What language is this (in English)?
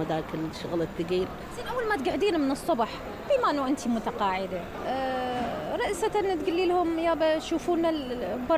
Mesopotamian Arabic